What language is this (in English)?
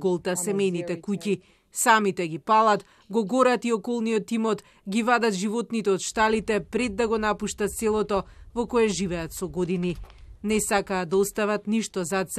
Macedonian